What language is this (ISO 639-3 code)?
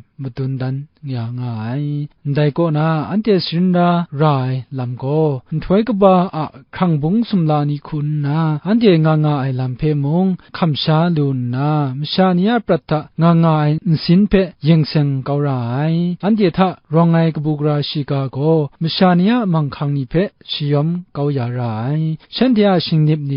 kac